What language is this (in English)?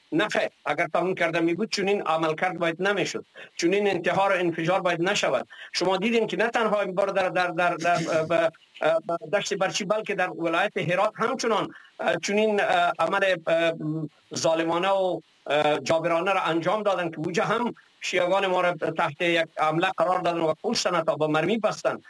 Persian